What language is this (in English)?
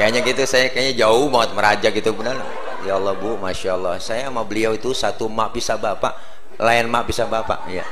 Betawi